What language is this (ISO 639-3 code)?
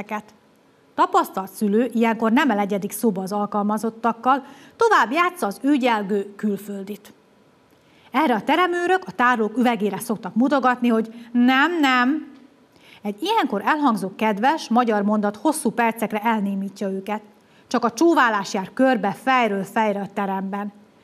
hun